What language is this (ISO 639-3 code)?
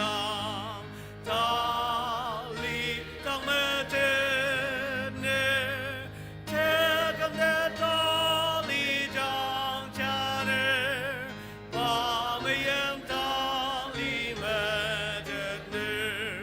njo